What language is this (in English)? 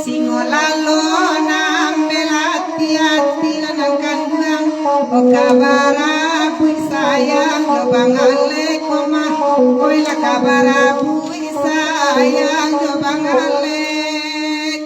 Minangkabau